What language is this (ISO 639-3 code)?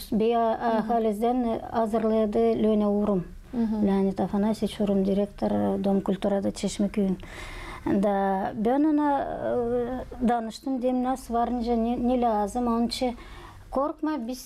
gag